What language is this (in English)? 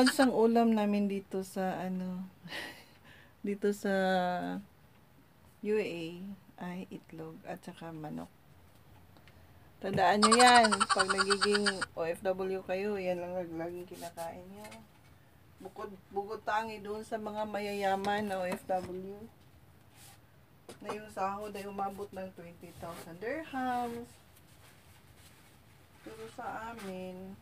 Filipino